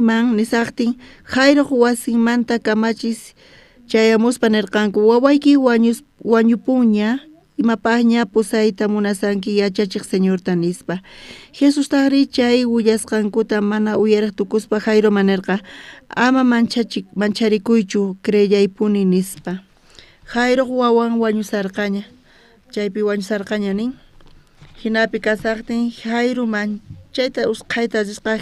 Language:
South Bolivian Quechua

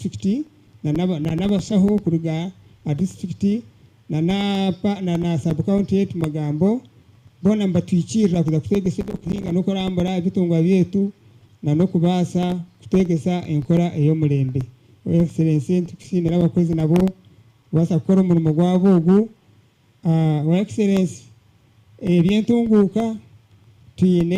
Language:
Nyankole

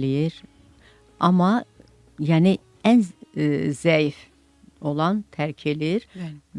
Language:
Azerbaijani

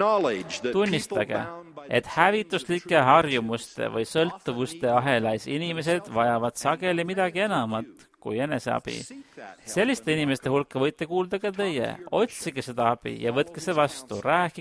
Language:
Estonian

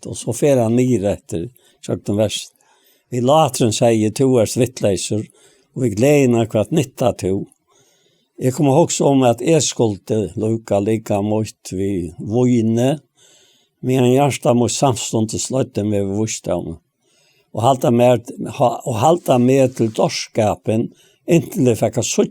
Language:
Faroese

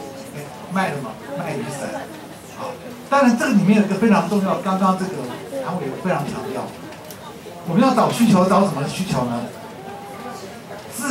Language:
Chinese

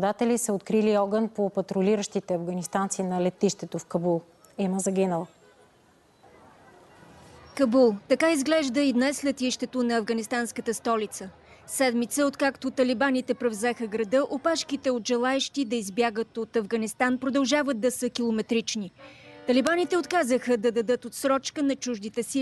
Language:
Bulgarian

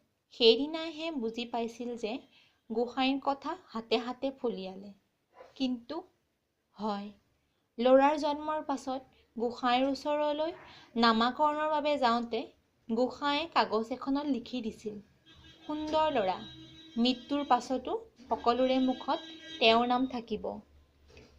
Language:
Assamese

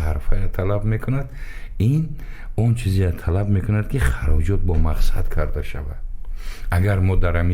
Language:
Tajik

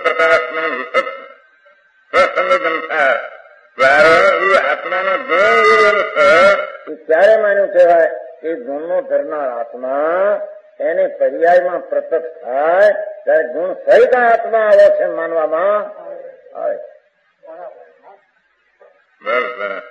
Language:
Gujarati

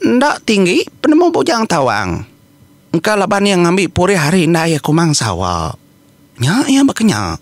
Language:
Iban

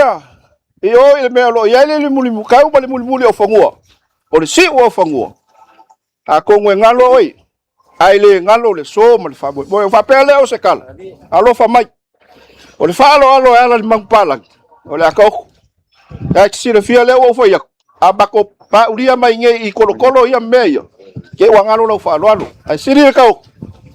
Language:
Samoan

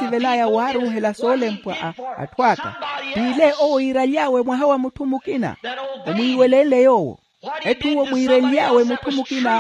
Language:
Makhuwa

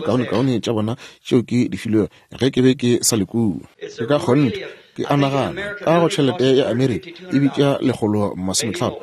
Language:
Northern Sotho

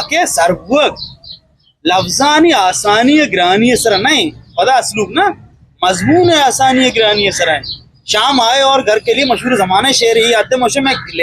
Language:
Eastern Balochi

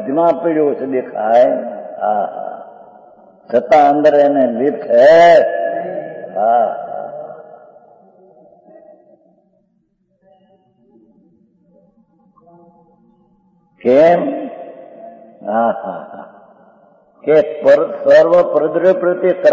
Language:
Gujarati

